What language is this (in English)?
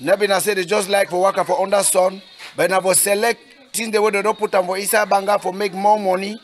Cameroon Pidgin